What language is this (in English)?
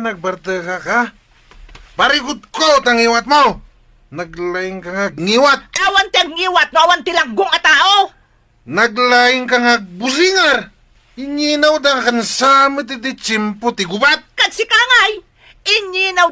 Iloko